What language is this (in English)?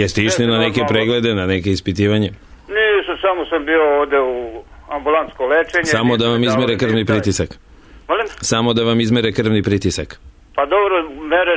Serbian